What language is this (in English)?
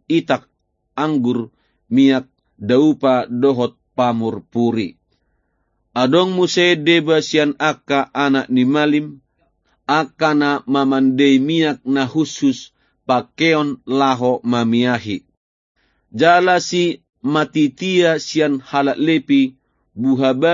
Batak Toba